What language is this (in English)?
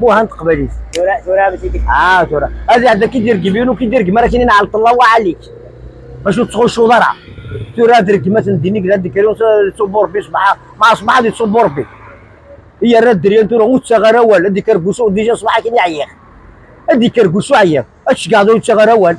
Kabyle